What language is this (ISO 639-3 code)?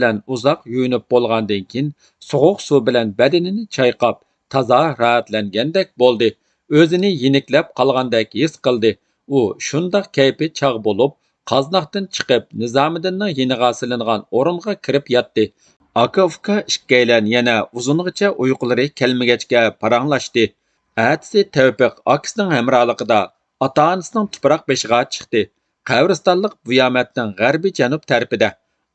uig